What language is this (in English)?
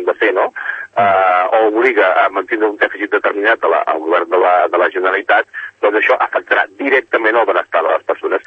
Catalan